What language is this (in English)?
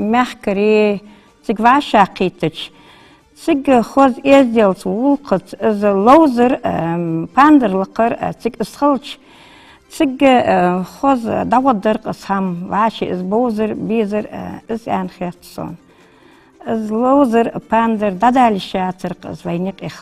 Ingush